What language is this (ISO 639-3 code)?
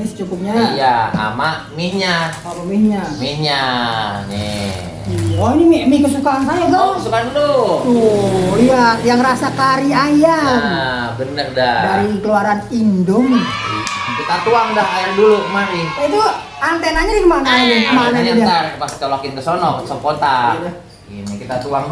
bew